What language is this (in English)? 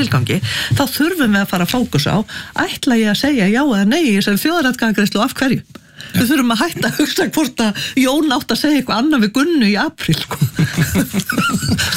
Icelandic